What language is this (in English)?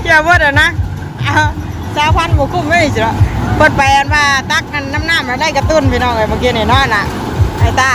Northeastern Thai